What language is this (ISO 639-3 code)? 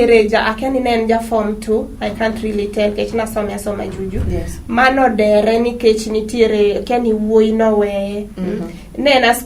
luo